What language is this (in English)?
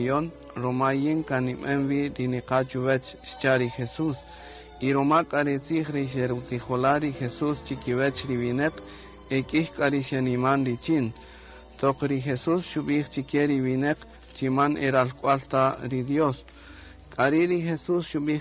Kaqchikel